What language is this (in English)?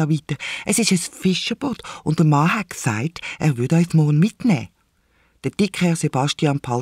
Swiss German